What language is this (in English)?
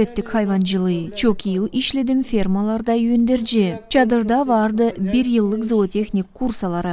Gagauz